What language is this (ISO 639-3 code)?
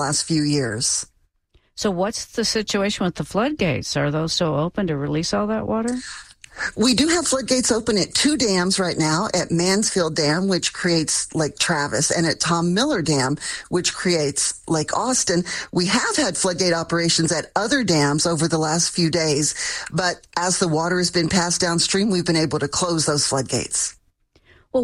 eng